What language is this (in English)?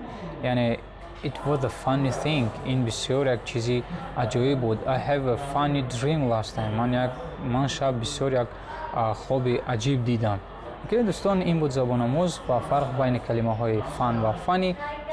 Tajik